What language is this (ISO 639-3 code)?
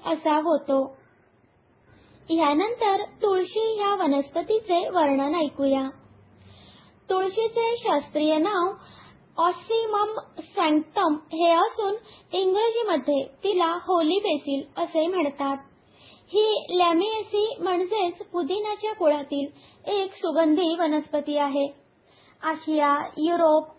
mar